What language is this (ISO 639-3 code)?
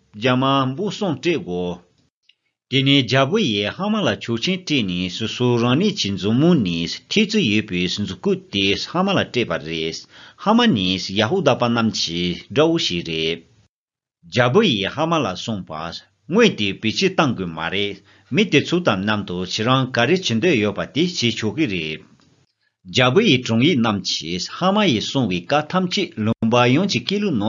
bod